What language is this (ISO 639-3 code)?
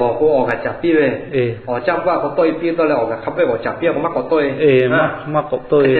lhu